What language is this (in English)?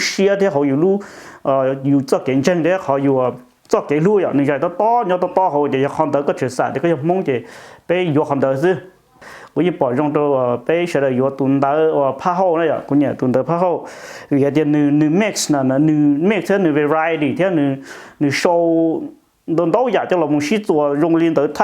Hmong